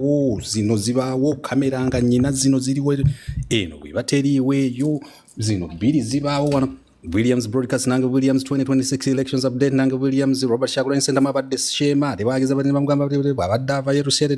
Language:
Ganda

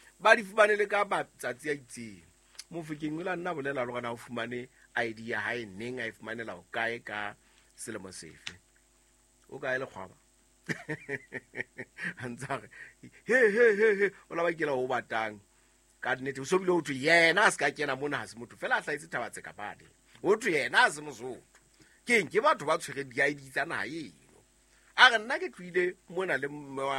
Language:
Southern Sotho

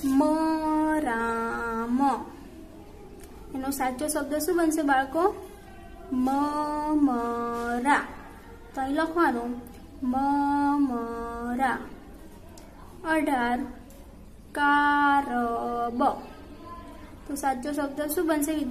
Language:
Gujarati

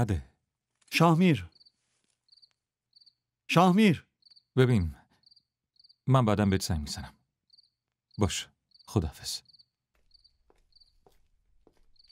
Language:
Persian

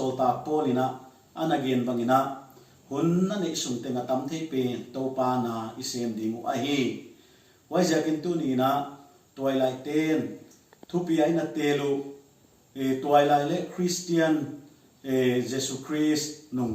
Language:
Paite Chin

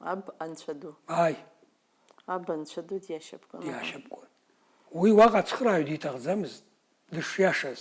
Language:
Abkhazian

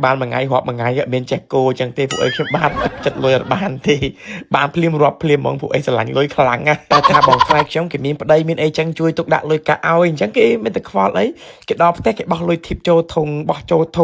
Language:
Khmer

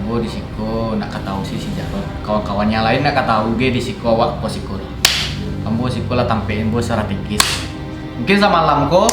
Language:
Minangkabau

